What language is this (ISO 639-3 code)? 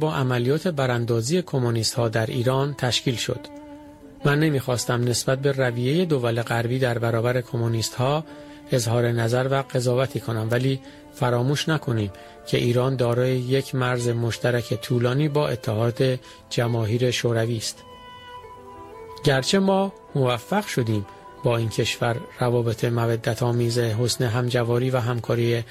fas